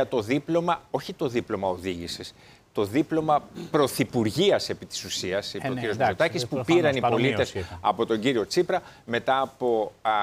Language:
Greek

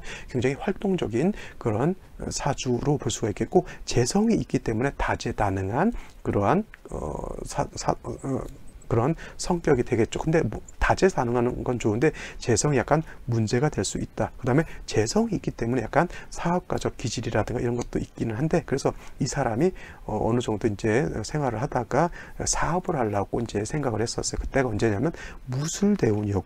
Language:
Korean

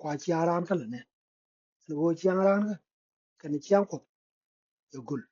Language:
Nuer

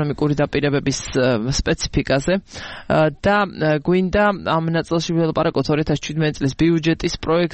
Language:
Georgian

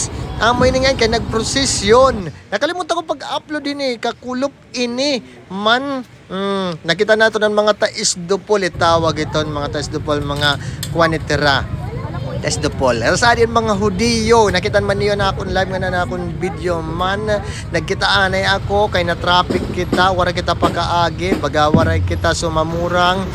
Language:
Waray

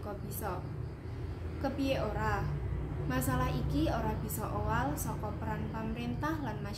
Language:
Javanese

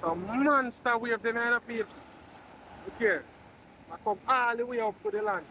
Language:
Jamaican Creole English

